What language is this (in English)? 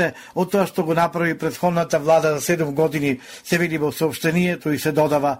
Macedonian